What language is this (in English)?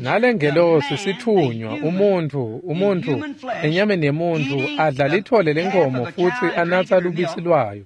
Swati